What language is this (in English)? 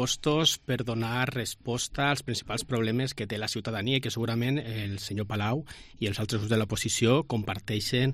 Catalan